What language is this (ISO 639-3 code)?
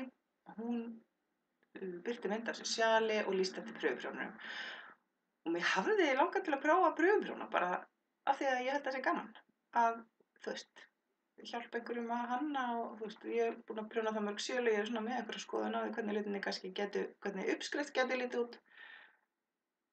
isl